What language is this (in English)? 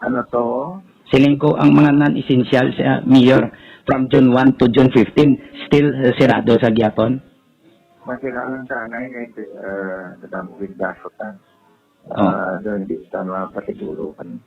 Hiligaynon